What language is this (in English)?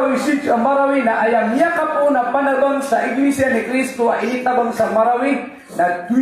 Maranao